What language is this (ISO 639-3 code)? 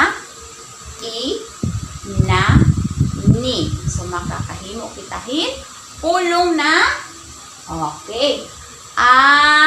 war